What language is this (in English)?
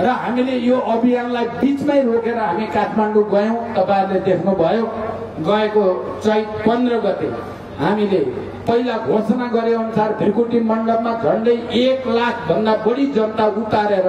Nepali